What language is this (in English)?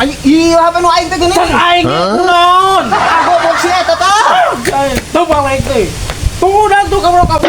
Sundanese